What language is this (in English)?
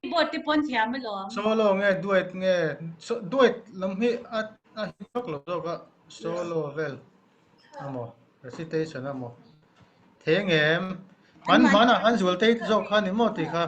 Mizo